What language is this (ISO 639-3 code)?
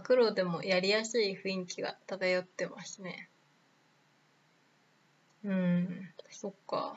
jpn